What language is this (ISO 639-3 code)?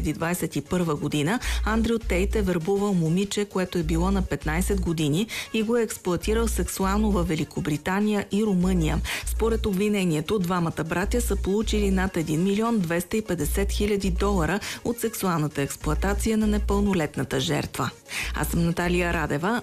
bul